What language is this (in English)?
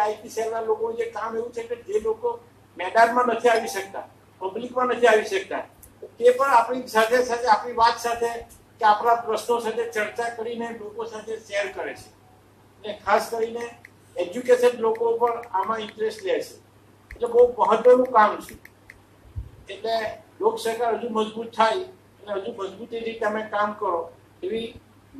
Gujarati